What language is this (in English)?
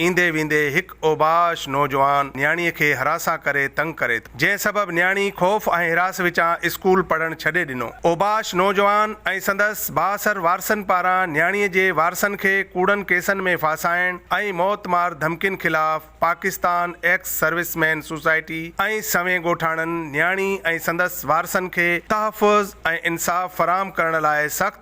Sindhi